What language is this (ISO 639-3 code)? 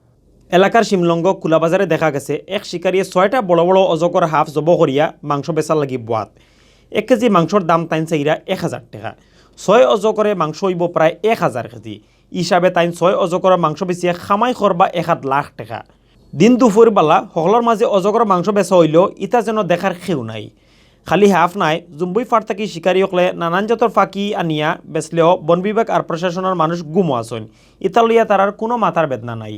syl